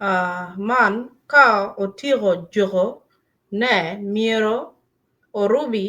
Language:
Acoli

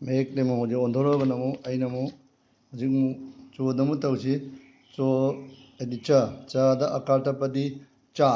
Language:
Manipuri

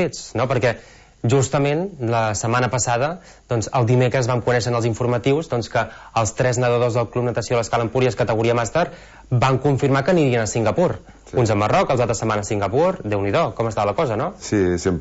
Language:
Catalan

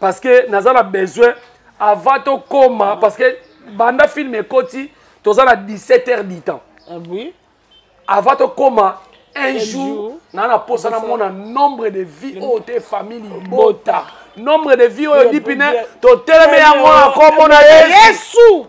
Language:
Lingala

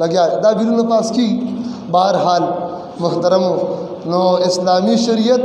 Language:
Pashto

